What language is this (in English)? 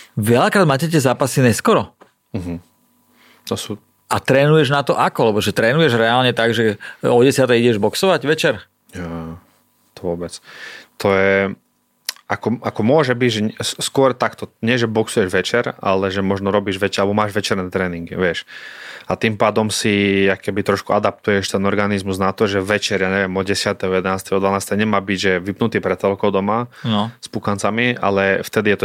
Slovak